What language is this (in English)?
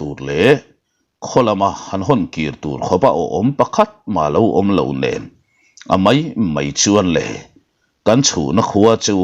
Mizo